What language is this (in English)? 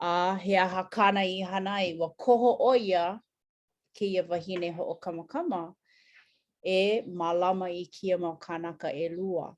Hawaiian